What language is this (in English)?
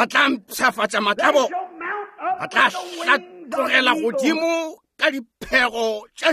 Northern Sotho